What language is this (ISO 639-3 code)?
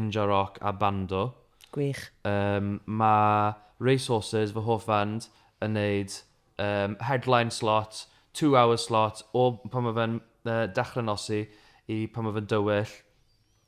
cym